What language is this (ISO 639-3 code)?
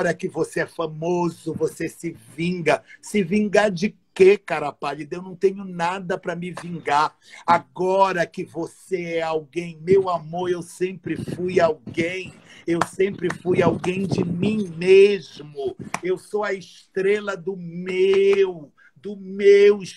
por